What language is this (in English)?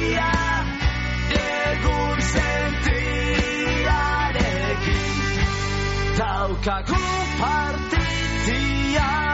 Basque